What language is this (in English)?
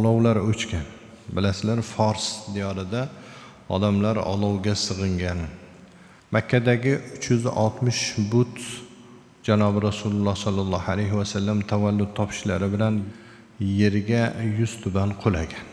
Uzbek